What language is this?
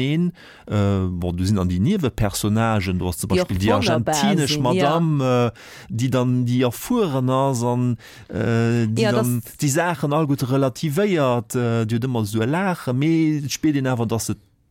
Luxembourgish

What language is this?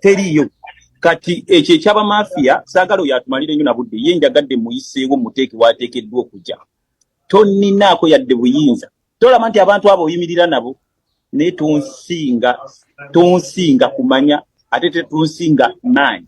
Ganda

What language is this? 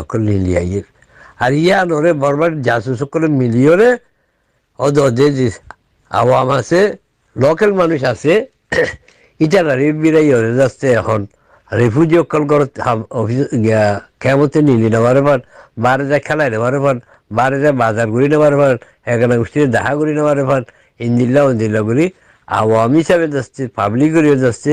Rohingya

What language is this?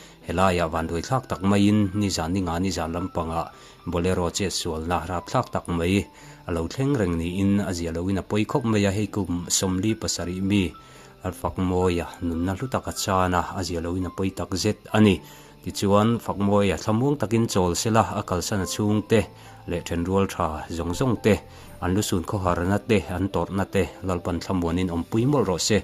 Mizo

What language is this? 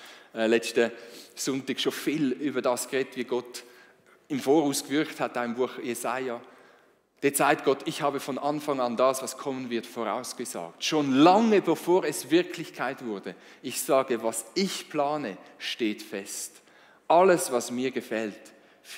Swiss German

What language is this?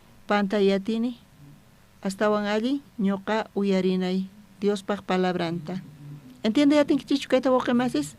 South Bolivian Quechua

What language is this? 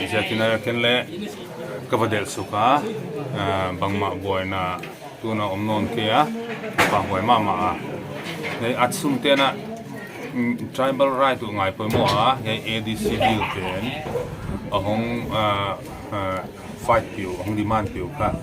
Paite Chin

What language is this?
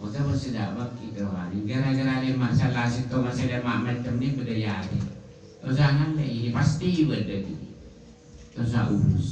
Madurese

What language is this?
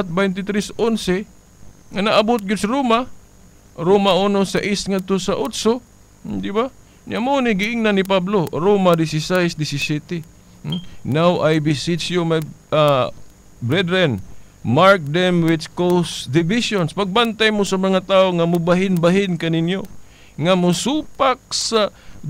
Cebuano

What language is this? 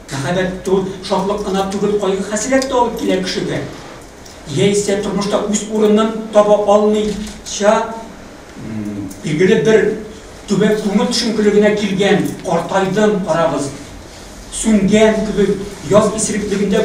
Tatar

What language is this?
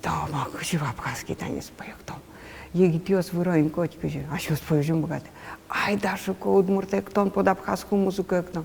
Udmurt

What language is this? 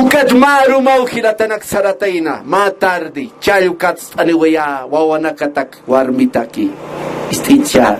Aymara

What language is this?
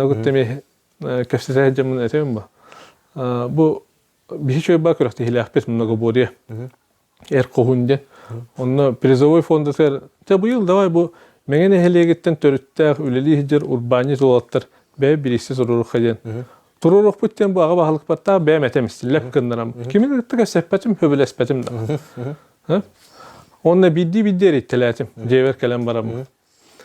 Yakut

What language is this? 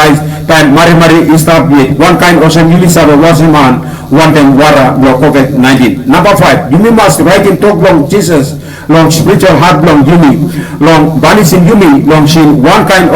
Tok Pisin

